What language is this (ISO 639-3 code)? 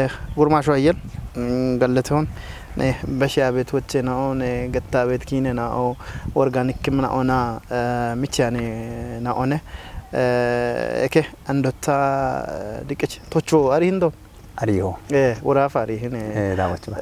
kbr